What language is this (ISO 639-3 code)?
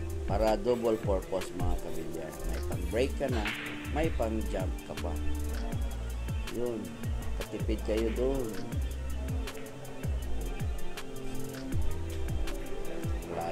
fil